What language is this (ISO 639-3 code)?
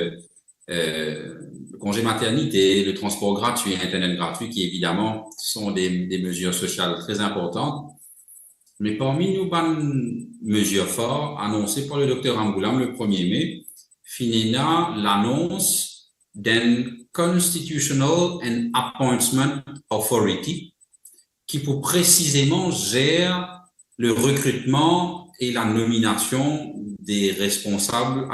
mfe